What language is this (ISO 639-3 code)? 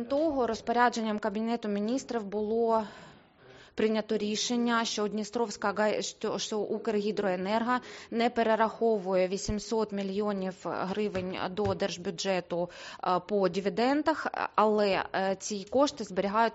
ukr